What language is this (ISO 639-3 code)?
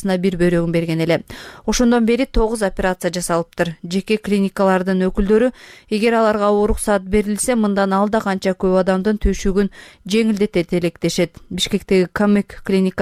kir